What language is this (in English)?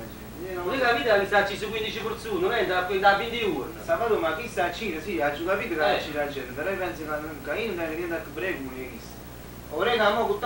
Neapolitan